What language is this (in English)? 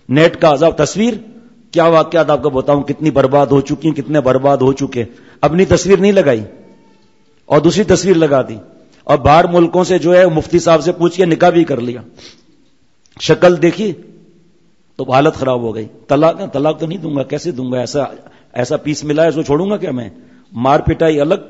Urdu